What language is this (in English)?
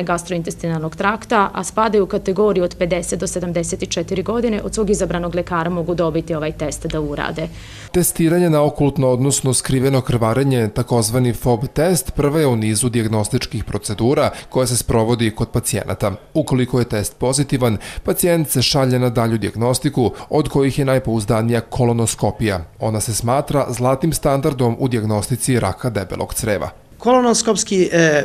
Serbian